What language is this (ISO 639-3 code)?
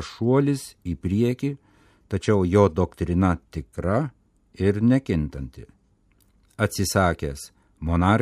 lit